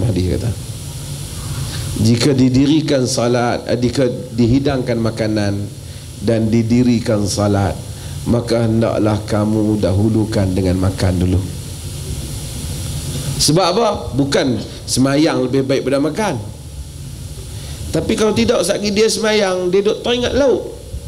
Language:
Malay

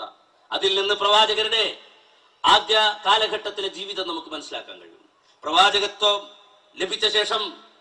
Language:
Malayalam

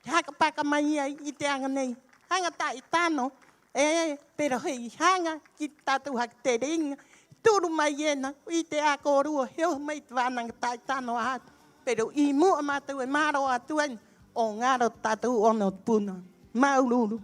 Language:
Rapanui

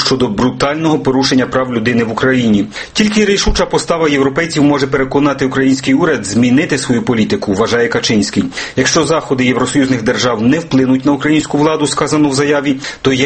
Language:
Ukrainian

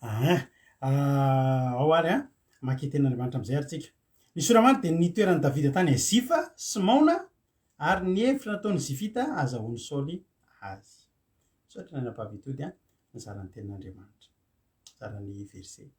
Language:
Malagasy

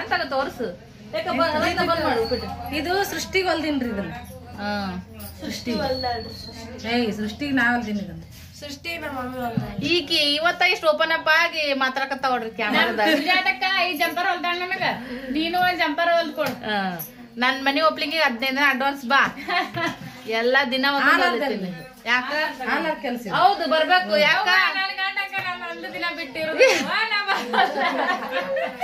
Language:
Kannada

